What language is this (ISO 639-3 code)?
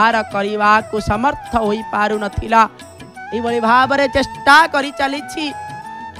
ori